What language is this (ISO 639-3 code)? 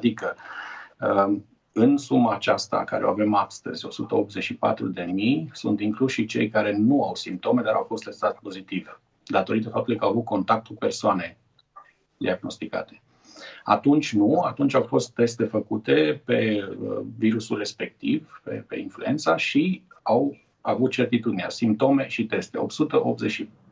ron